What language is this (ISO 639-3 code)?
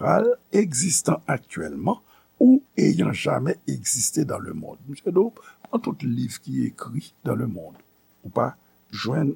hat